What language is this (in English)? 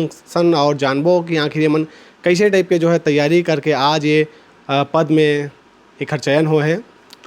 Chhattisgarhi